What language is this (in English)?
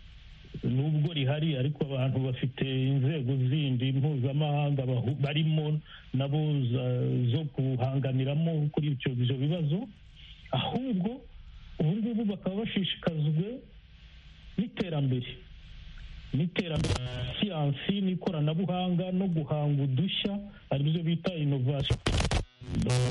Kinyarwanda